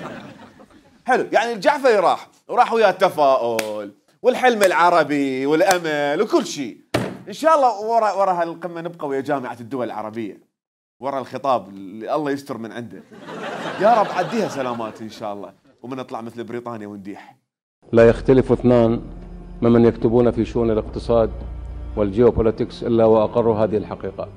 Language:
Mesopotamian Arabic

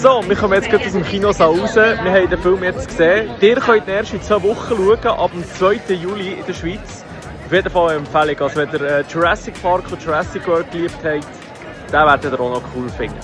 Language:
Swiss German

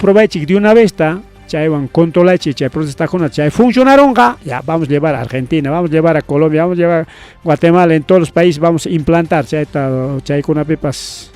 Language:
Ayacucho Quechua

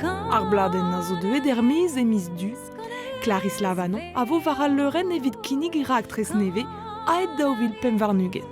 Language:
Breton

